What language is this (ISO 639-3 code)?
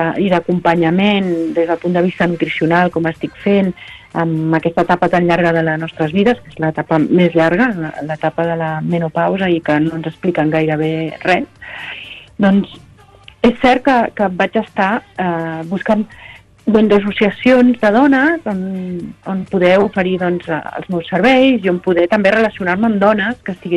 cat